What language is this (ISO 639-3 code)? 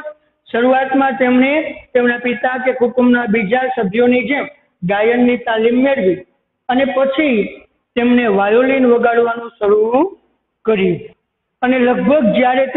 guj